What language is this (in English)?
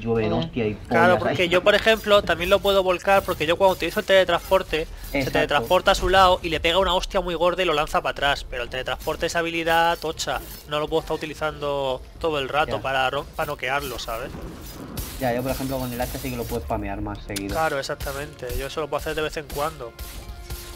Spanish